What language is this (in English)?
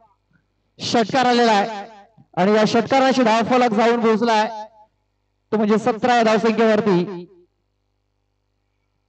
Marathi